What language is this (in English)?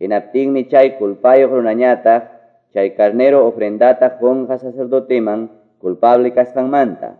Quechua